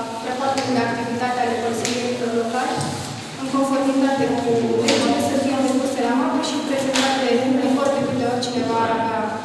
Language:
Romanian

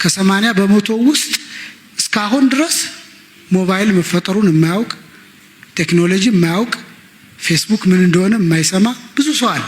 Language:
Amharic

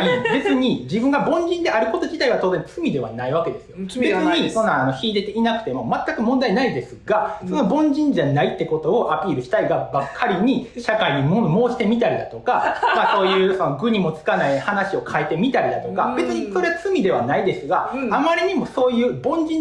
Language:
Japanese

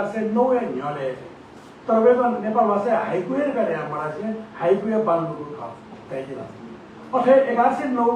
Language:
Newari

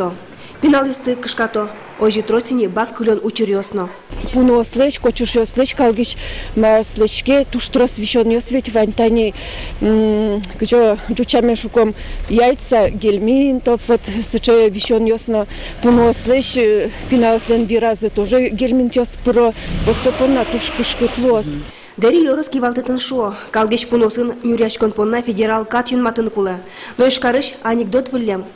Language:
Udmurt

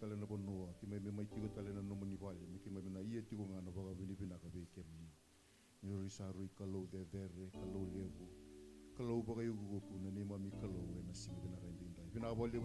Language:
Fijian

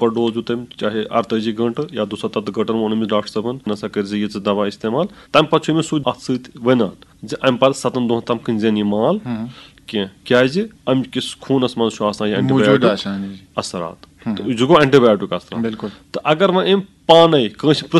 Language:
Kashmiri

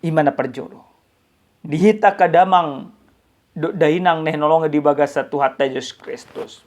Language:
Batak Toba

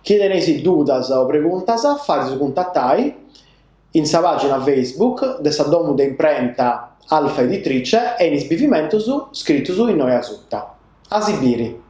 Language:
Sardinian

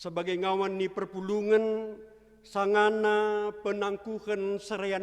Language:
Batak Karo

